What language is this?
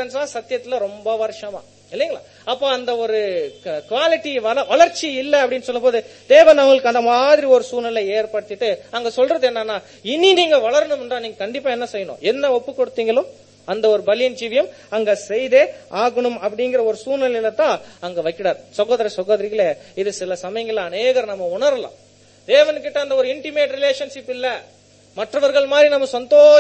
Tamil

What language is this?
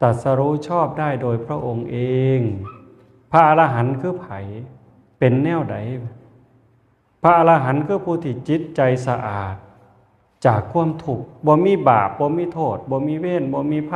Northeastern Thai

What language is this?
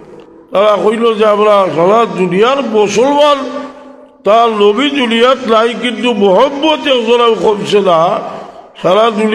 Sylheti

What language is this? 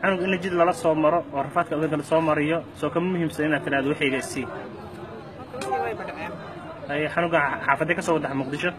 Somali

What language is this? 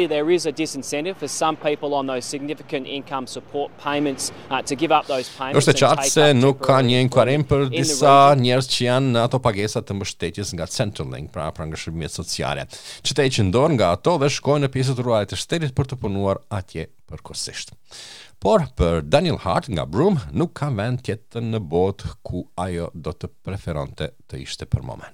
Albanian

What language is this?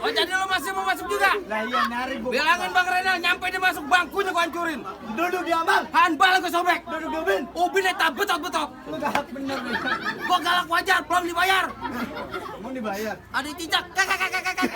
Betawi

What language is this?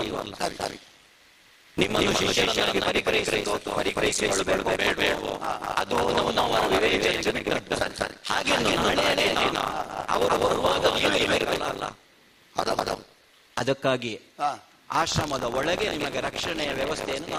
Kannada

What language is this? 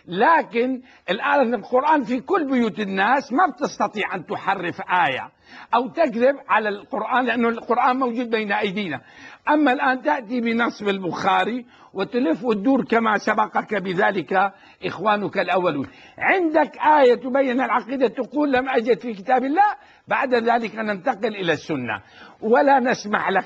Arabic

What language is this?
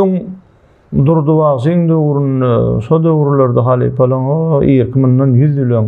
Turkmen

